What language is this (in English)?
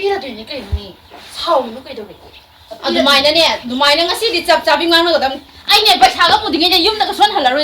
Manipuri